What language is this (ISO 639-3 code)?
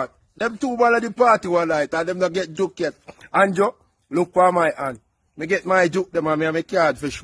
jam